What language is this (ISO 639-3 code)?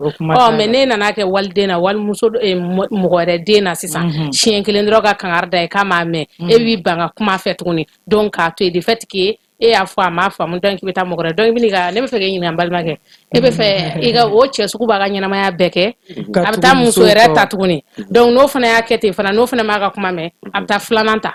bam